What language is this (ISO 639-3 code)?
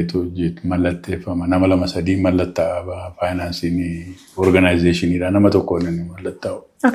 orm